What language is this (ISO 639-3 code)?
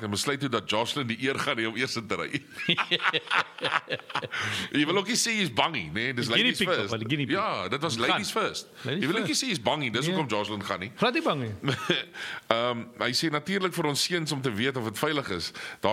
afr